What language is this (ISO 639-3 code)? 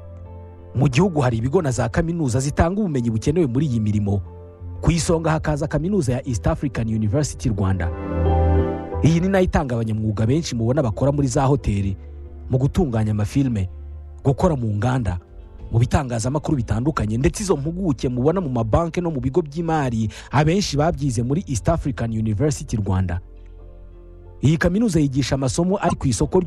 kin